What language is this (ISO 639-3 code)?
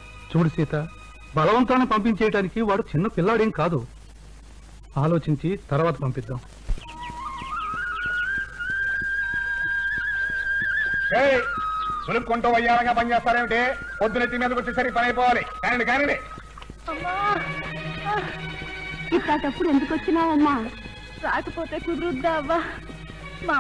tel